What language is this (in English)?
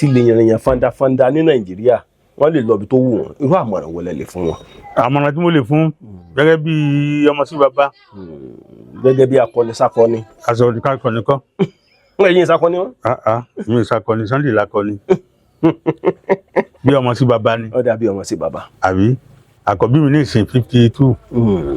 Yoruba